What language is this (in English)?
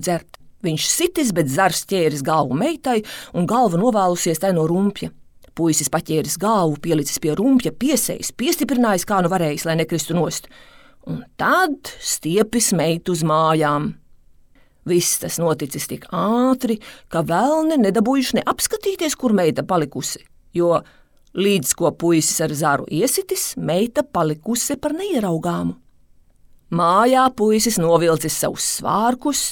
Latvian